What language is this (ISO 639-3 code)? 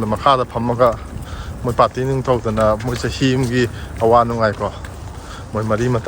mni